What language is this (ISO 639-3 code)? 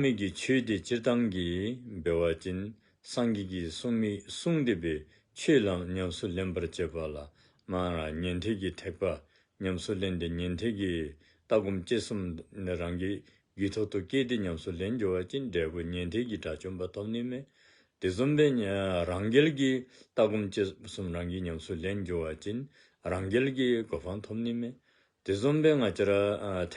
dzo